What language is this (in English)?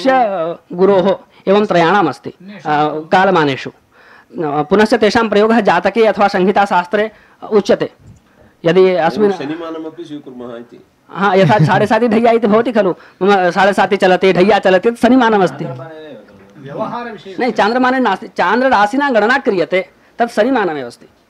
Sanskrit